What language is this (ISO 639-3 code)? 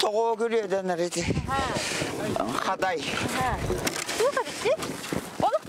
sah